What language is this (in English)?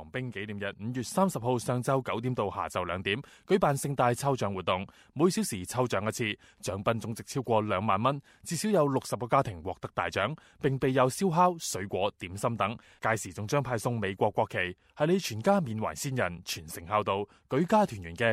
Cantonese